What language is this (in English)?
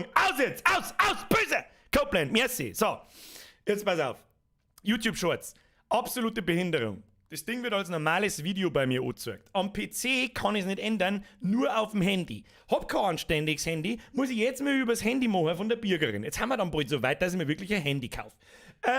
Bavarian